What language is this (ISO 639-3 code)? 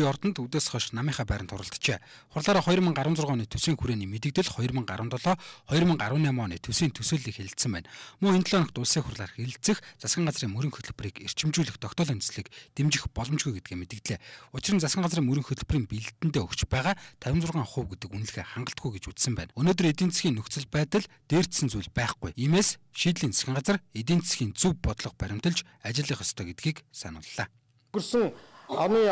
mon